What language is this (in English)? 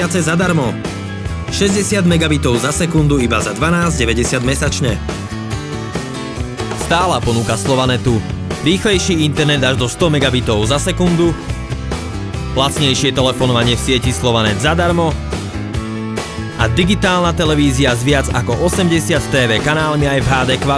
Slovak